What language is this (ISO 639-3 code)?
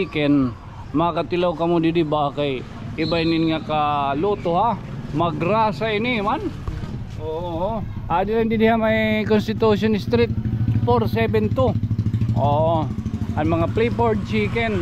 war